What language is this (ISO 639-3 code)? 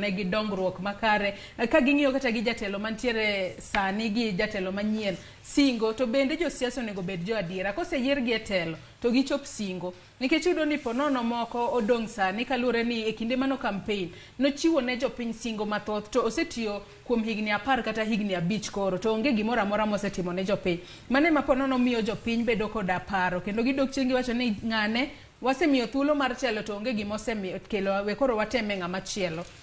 luo